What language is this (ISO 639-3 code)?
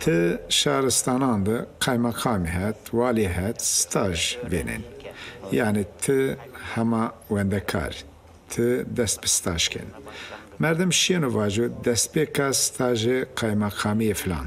zza